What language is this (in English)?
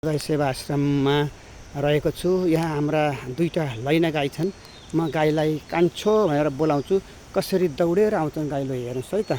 Nepali